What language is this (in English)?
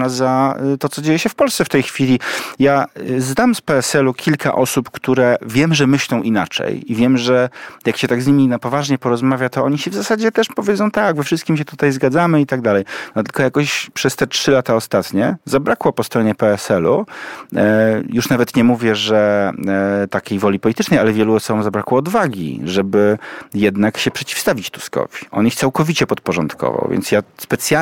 Polish